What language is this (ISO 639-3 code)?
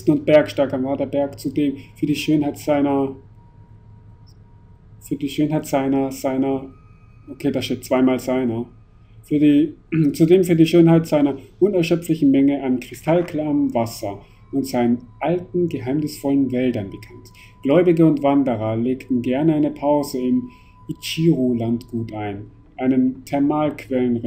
deu